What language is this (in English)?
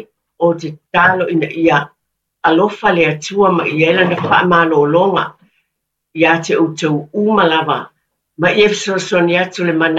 Samoan